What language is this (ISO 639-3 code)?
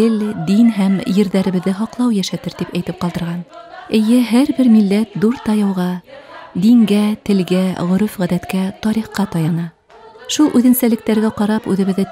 bak